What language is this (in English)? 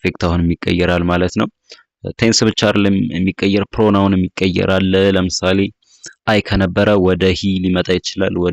Amharic